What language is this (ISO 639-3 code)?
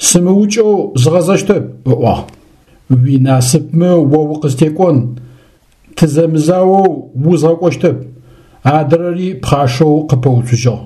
ady